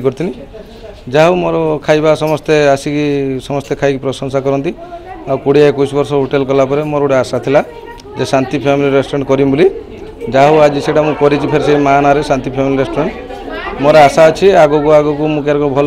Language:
Odia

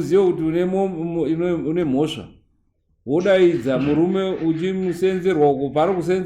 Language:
Shona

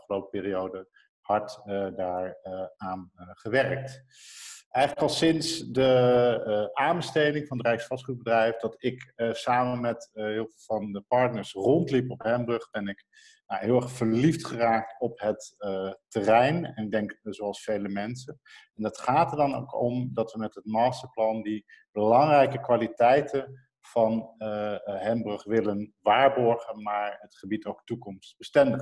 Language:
Dutch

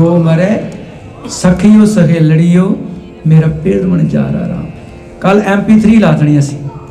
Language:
Punjabi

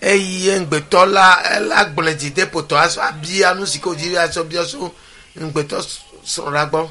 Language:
Ewe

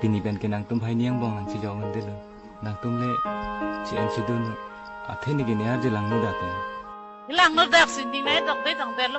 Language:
Karbi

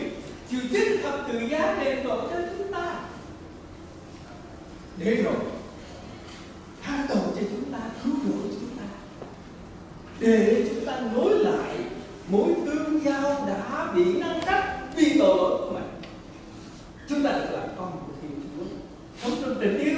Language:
Vietnamese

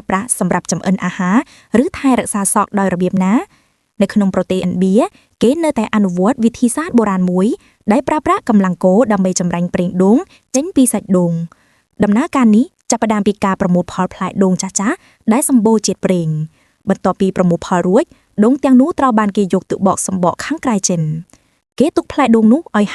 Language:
Khmer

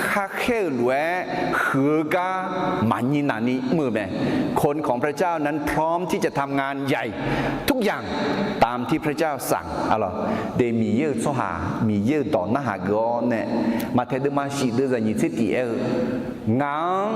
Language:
Akha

